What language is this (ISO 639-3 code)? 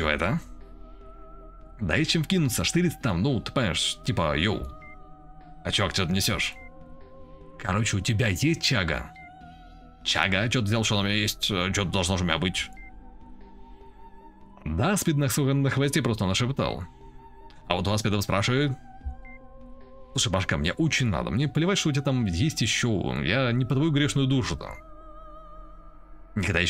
rus